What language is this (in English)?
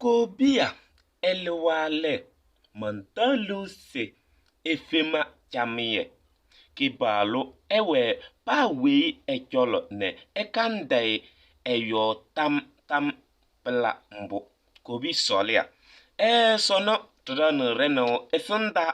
Kabiyè